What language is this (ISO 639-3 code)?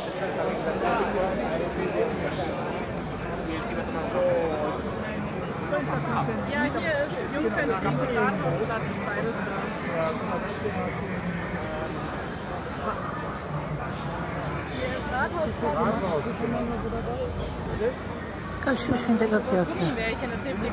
pol